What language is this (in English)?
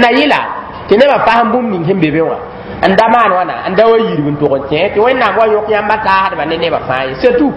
Mossi